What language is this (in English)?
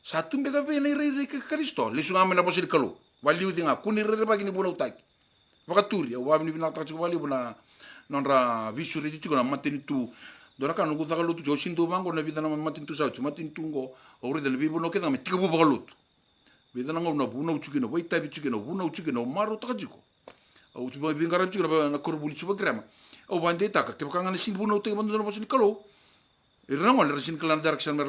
Fijian